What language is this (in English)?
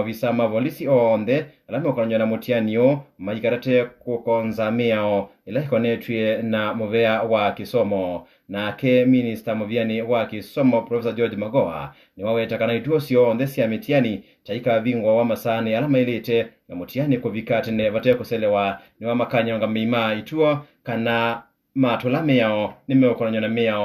Kamba